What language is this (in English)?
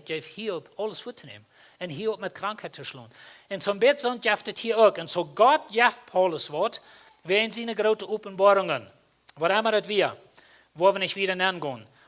Plautdietsch